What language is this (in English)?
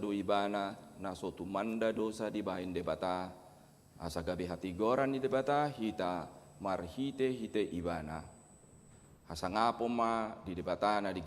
Batak Toba